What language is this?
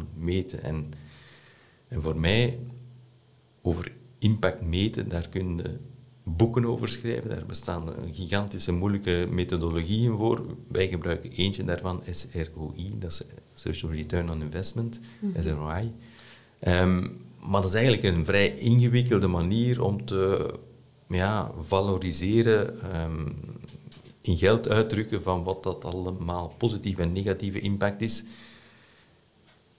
Dutch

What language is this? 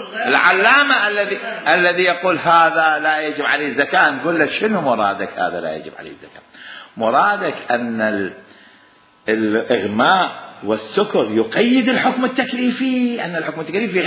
Mesopotamian Arabic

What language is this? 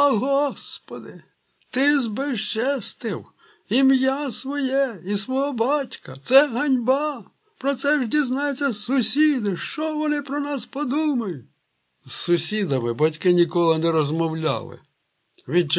Ukrainian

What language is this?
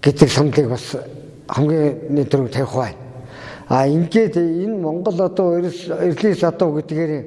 Mongolian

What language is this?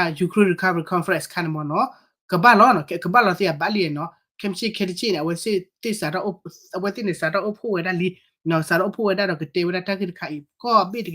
S'gaw Karen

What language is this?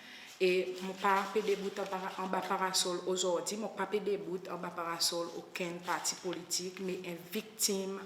Seselwa Creole French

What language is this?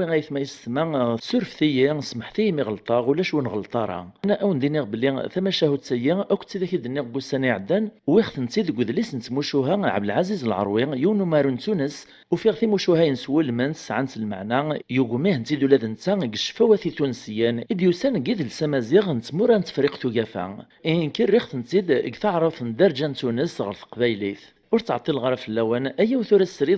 Kabyle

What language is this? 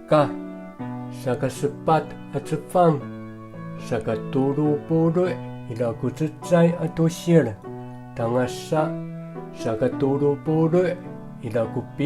Amis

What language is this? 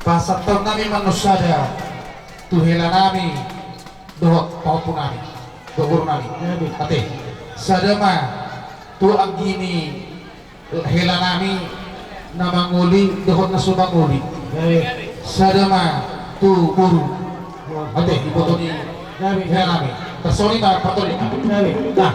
Batak Toba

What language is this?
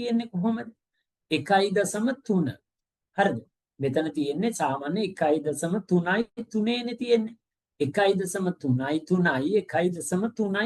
Sinhala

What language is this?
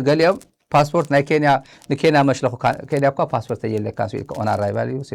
Tigrinya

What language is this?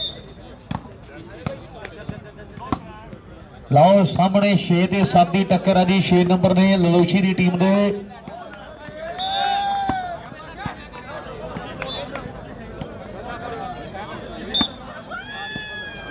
Hindi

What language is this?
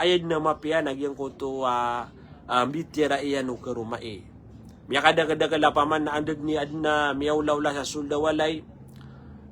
Maranao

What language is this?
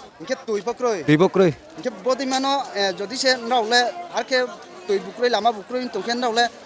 Riang (India)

